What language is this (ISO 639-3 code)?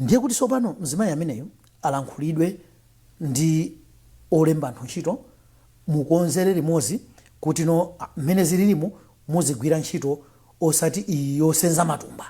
nya